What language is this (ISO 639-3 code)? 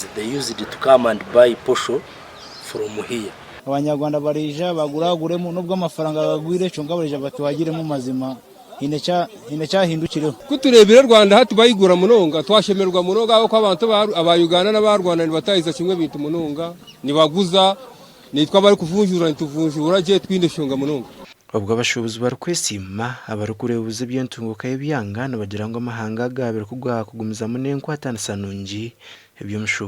nyn